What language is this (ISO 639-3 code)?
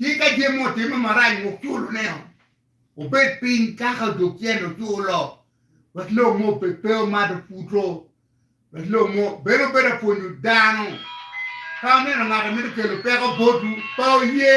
ach